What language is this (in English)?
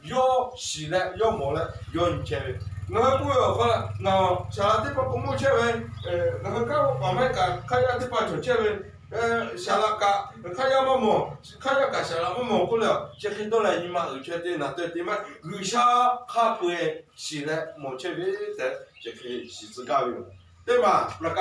Lahu